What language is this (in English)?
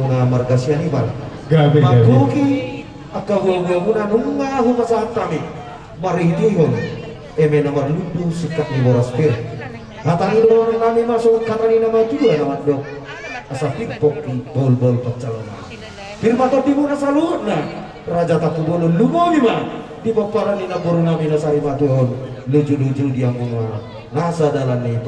Batak Toba